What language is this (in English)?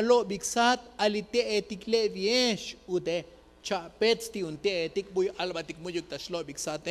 Tzotzil